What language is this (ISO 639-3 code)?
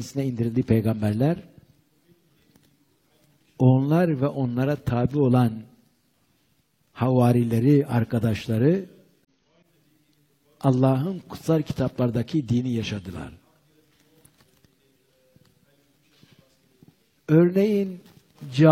tur